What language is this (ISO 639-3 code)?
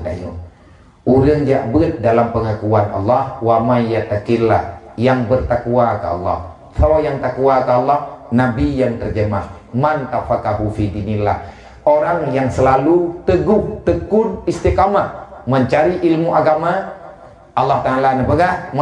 ace